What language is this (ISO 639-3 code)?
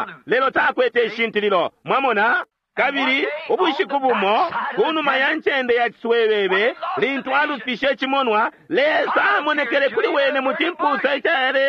bem